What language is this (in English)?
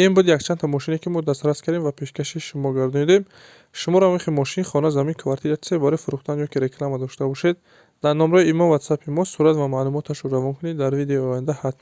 Tajik